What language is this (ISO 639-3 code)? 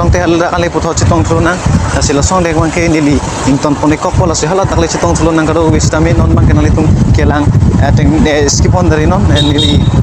mjw